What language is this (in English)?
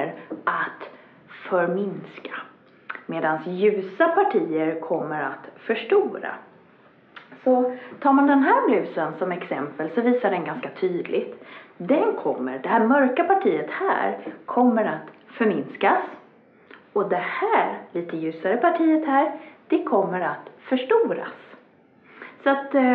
Swedish